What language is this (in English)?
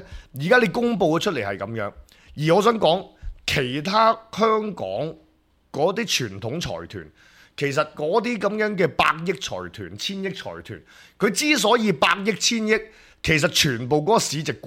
Cantonese